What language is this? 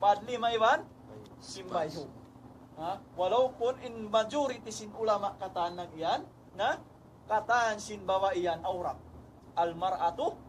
Tausug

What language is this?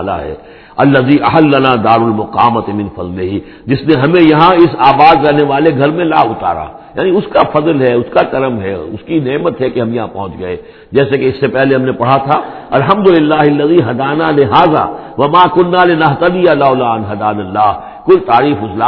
Urdu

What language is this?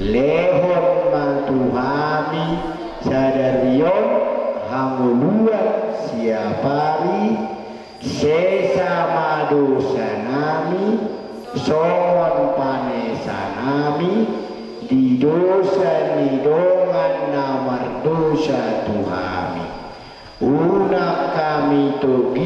Batak Toba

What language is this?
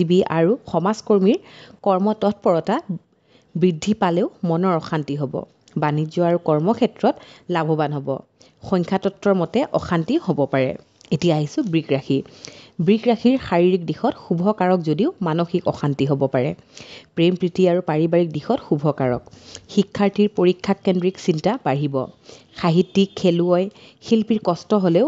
Assamese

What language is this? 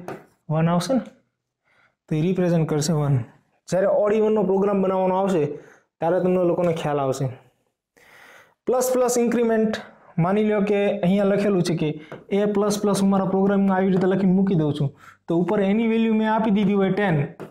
Gujarati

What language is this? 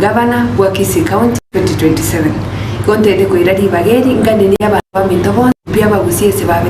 Gusii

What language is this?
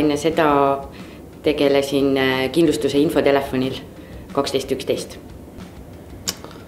Estonian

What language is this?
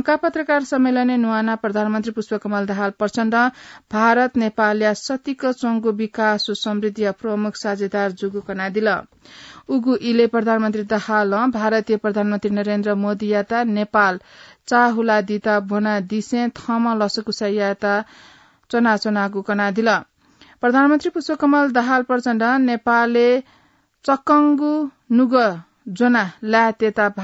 Newari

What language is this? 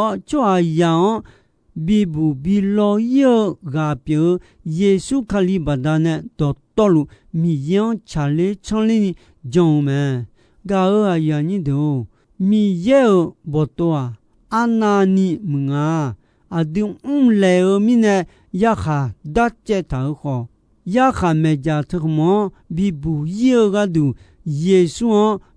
Akha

